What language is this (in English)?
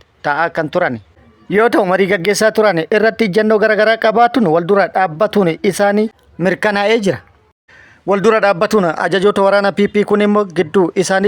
Oromo